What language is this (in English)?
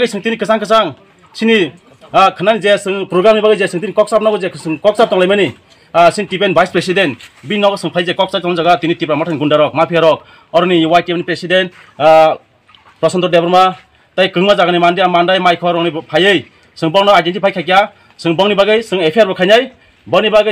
Kok Borok